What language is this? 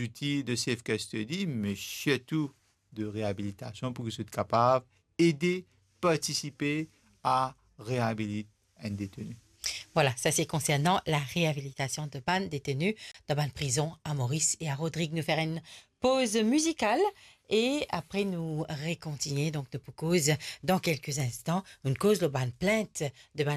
Morisyen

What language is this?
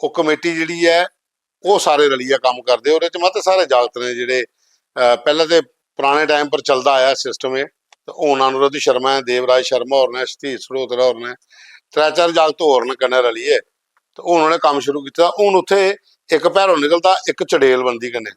Dogri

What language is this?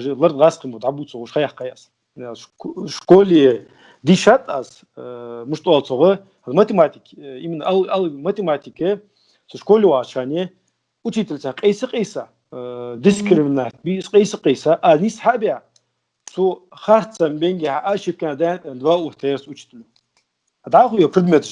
Ingush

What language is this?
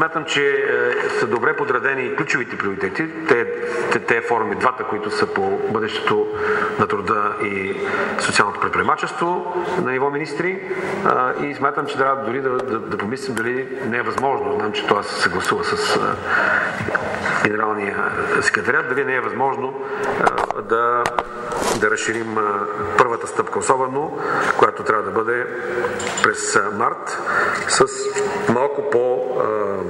Bulgarian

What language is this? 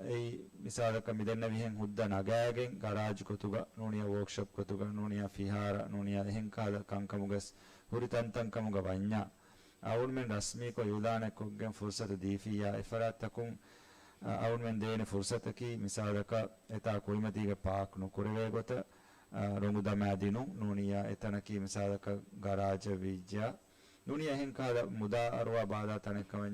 Divehi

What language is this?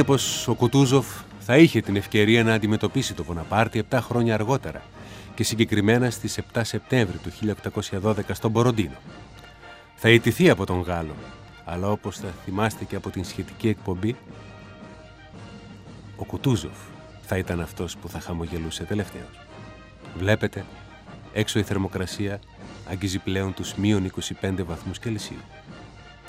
Greek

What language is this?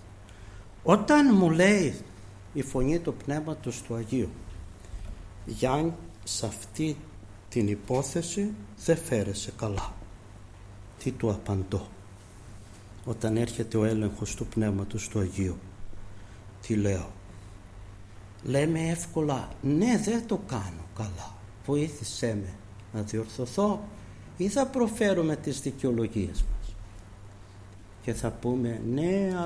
Greek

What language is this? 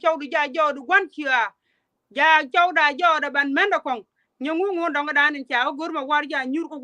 Nuer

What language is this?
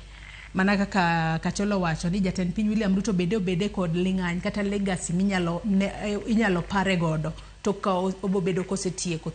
Luo (Kenya and Tanzania)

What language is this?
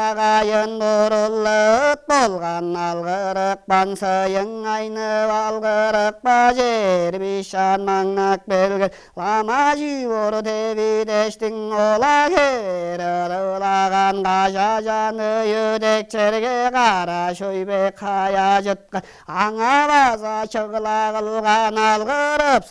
Tuvinian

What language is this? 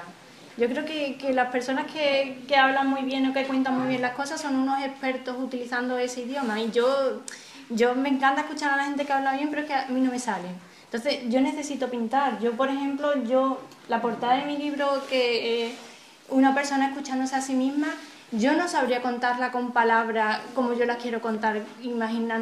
Spanish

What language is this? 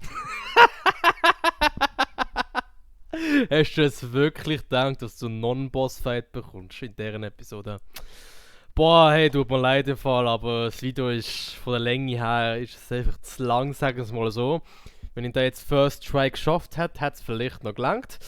Swiss German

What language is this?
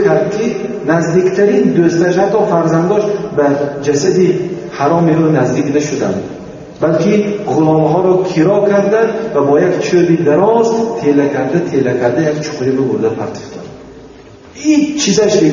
Tajik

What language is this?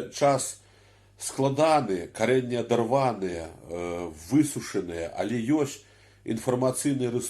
Belarusian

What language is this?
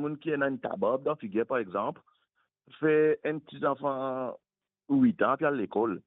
Morisyen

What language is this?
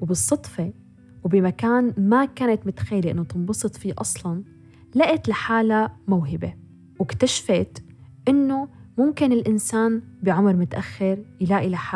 North Levantine Arabic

